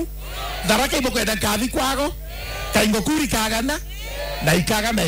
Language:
Meru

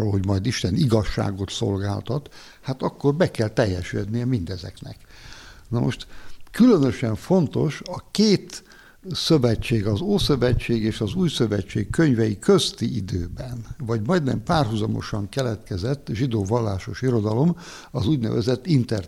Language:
Hungarian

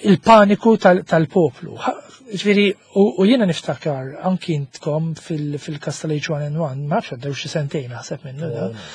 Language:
Maltese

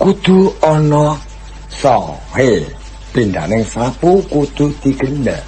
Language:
Javanese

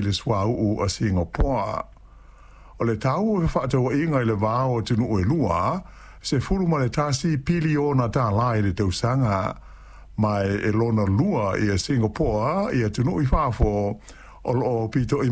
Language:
Samoan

